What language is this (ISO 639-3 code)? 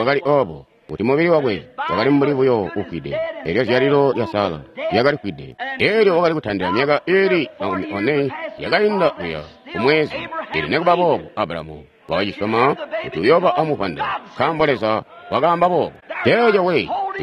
toi